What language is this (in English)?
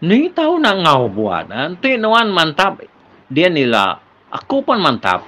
Iban